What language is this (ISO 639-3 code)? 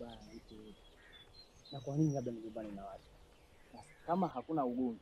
swa